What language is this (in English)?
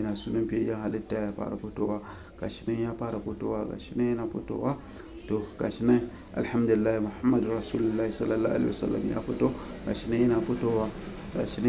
Hausa